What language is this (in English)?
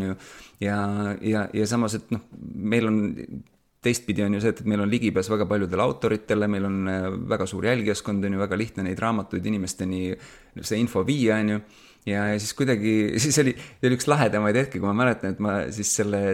Estonian